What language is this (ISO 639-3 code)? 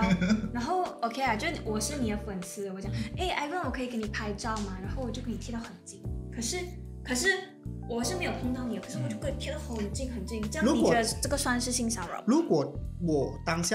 zho